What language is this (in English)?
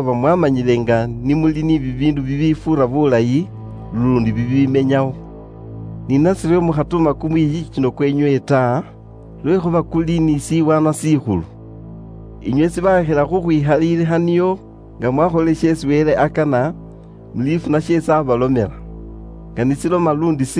Luyia